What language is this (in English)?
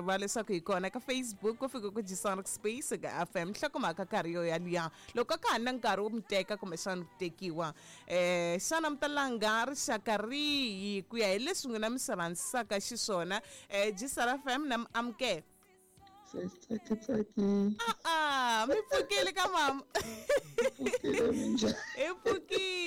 Tsonga